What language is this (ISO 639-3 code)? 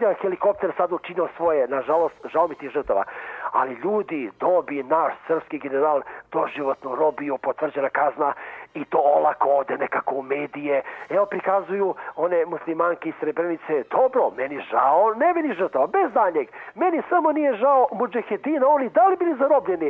srp